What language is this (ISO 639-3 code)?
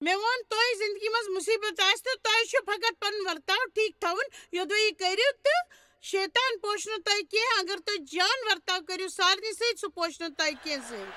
kas